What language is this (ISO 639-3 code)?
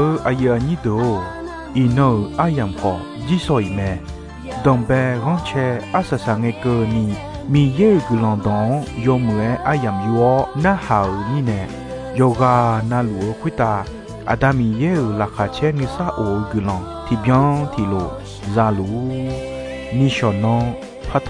ahk